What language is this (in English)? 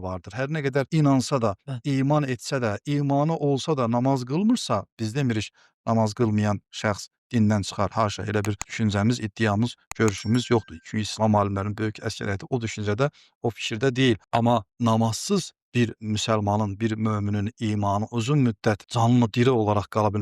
Azerbaijani